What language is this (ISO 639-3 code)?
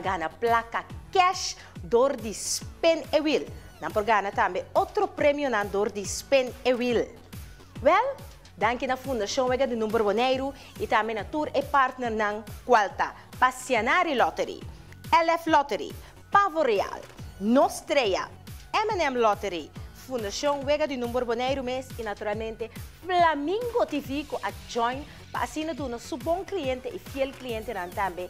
pap